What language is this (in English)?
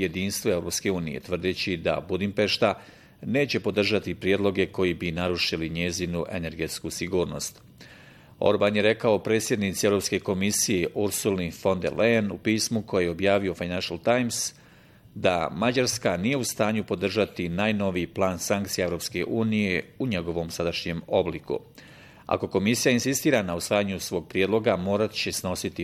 Bosnian